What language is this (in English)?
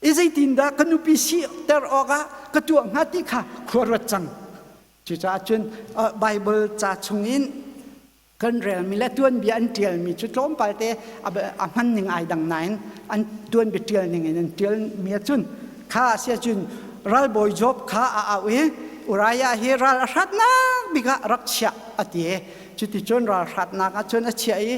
Hakha Chin